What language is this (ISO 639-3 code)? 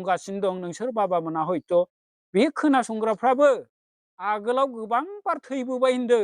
brx